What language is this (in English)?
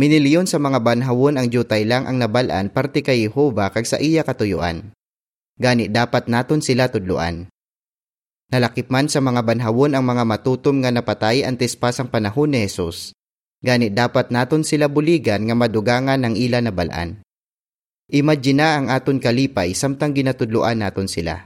Hiligaynon